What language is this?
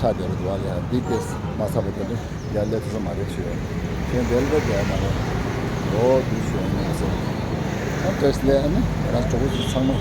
Tibetan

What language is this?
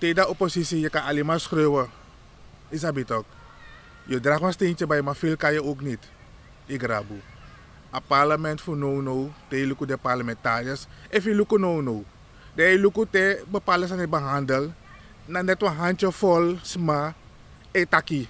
Sranan Tongo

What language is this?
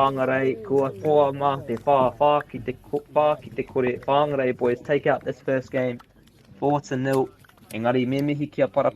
Māori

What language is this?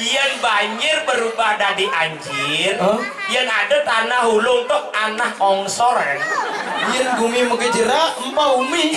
Balinese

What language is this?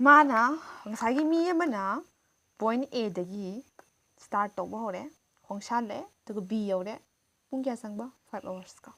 Manipuri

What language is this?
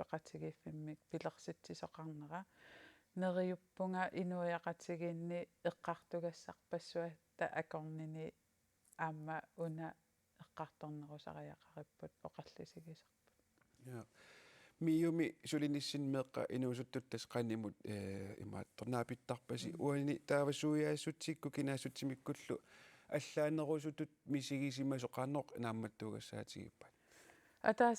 Kalaallisut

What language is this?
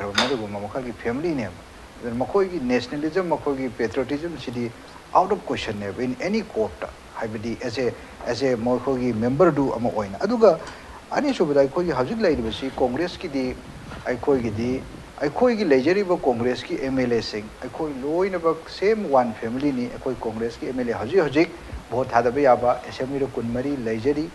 Manipuri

